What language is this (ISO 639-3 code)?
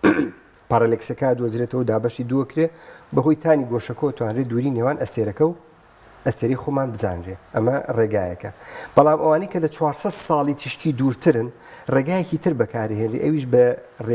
ckb